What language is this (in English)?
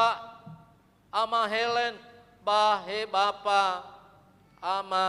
Nias